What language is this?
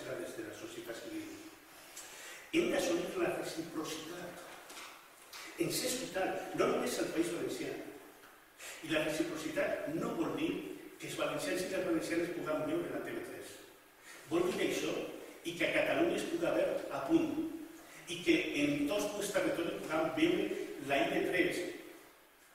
Catalan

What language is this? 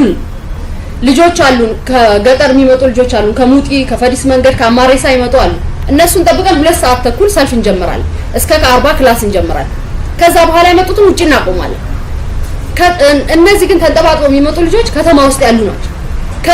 Amharic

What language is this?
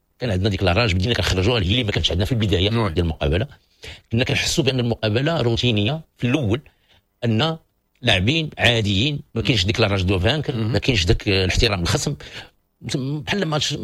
Moroccan Arabic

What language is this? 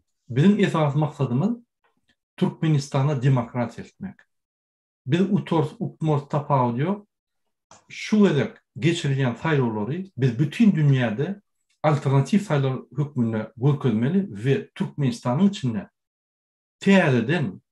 Turkmen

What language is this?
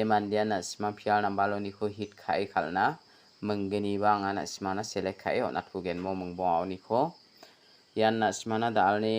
Garo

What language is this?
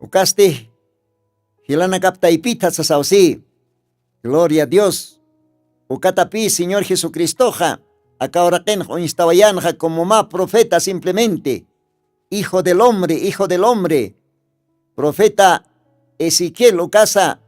Aymara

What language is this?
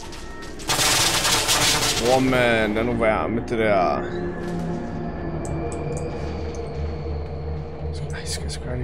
Danish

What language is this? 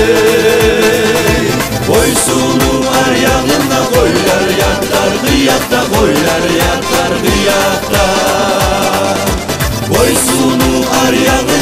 Turkish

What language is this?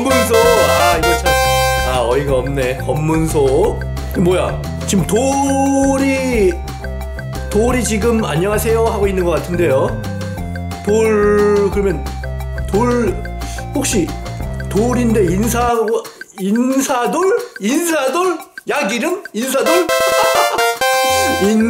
Korean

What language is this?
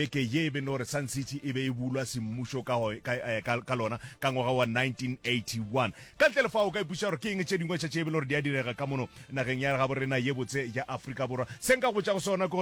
Northern Sotho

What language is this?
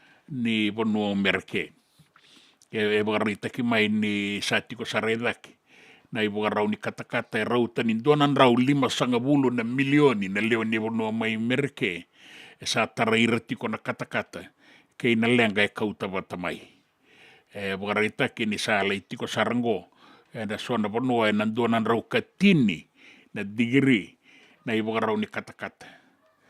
Fijian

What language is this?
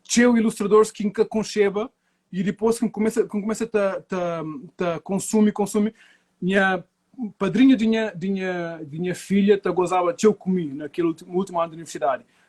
Kabuverdianu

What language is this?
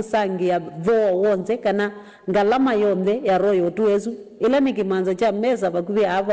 Kamba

